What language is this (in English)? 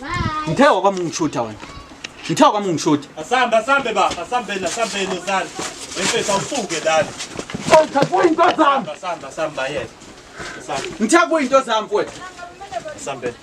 Zulu